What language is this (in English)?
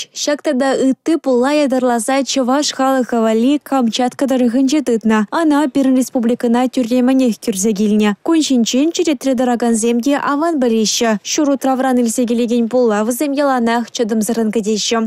Chuvash